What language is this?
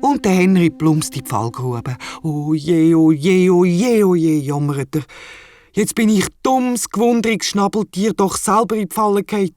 Swiss German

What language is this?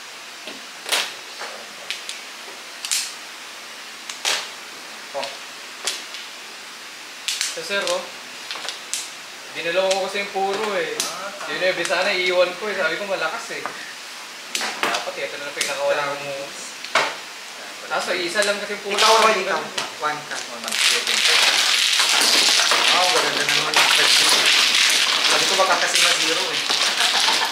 Filipino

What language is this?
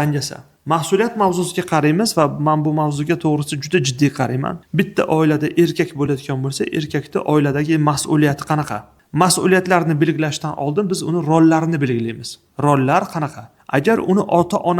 Uzbek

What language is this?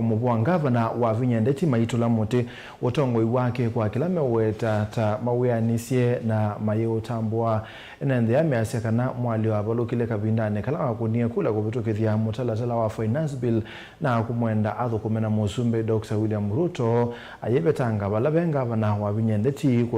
Kamba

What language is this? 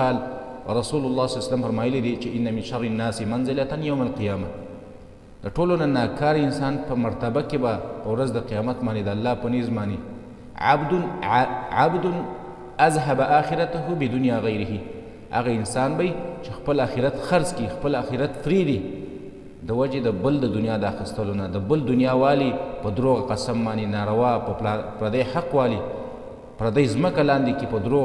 Pashto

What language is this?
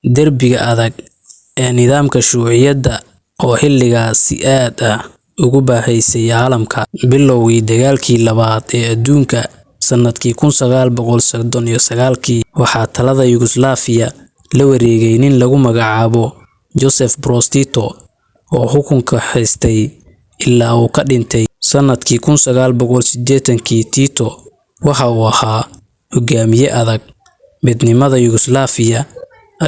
Somali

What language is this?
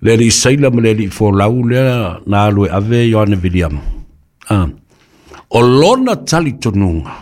Samoan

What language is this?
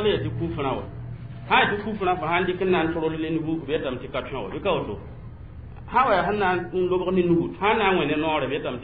Mossi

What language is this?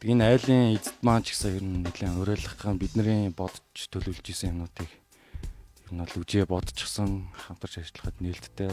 Mongolian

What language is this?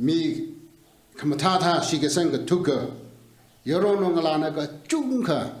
Tangkhul Naga (India)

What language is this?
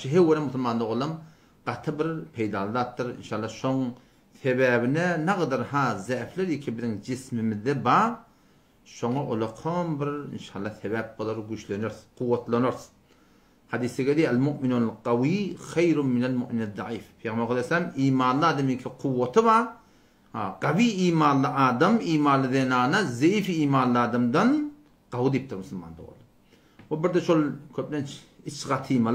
Turkmen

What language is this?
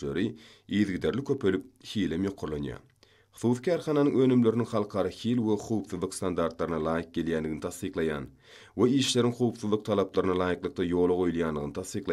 Turkmen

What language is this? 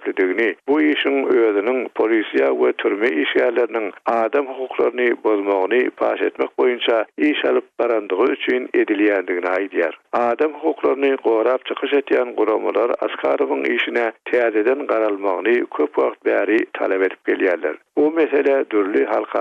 Turkmen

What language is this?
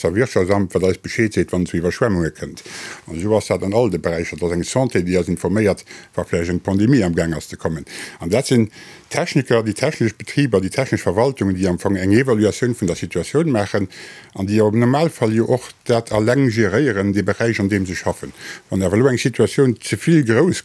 Luxembourgish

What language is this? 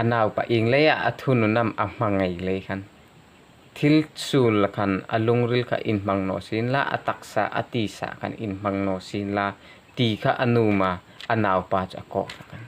Hmar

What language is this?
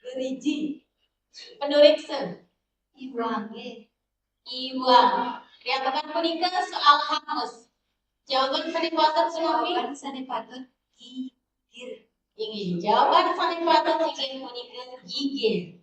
Balinese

